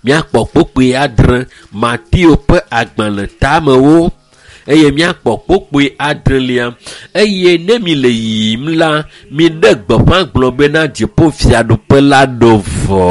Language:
Ewe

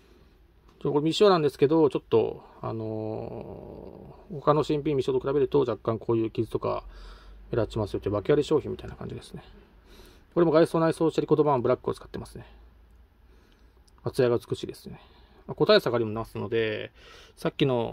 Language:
Japanese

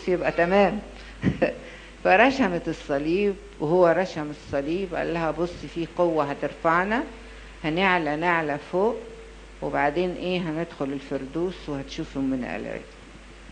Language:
Egyptian Arabic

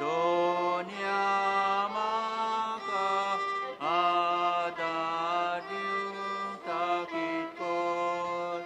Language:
Konkani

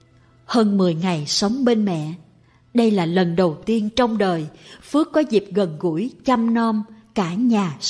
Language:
Vietnamese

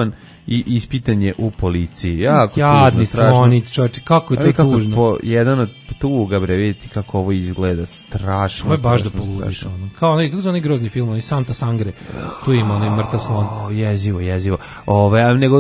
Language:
Serbian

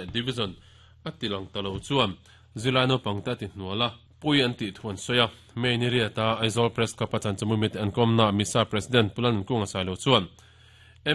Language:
Mizo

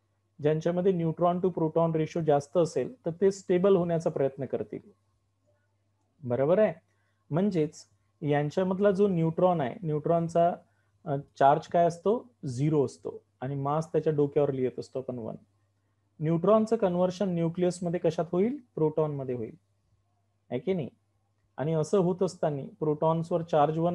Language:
Marathi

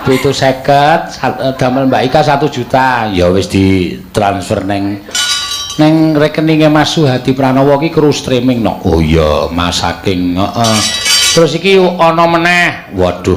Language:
Javanese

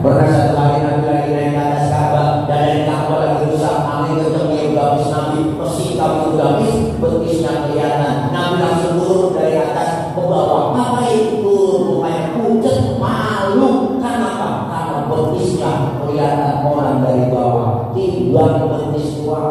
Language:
Betawi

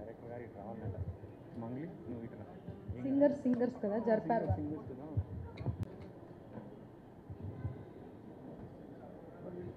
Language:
Telugu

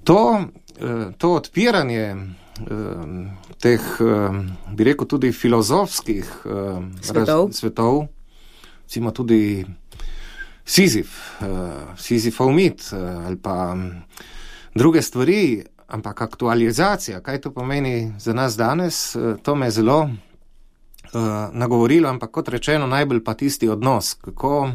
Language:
Slovenian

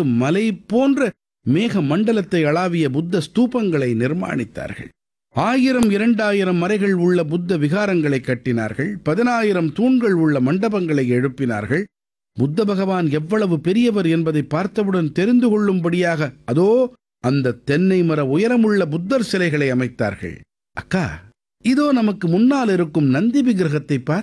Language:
Tamil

